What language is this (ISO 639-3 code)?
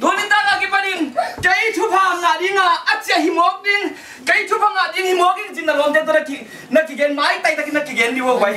ctd